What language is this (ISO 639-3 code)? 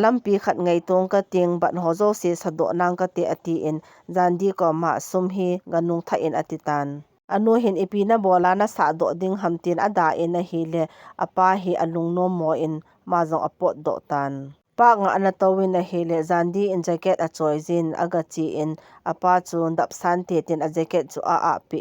tcz